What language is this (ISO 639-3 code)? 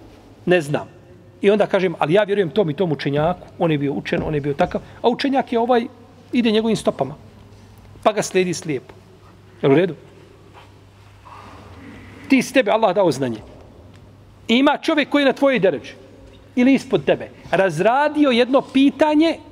bos